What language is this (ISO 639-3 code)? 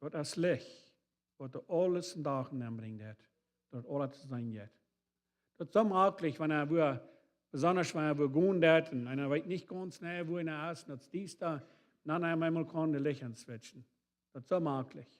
pdt